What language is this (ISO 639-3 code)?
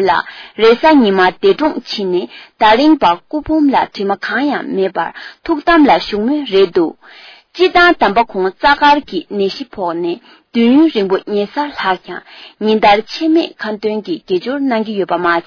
bod